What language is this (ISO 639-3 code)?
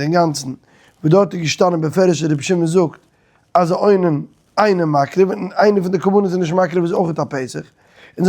yid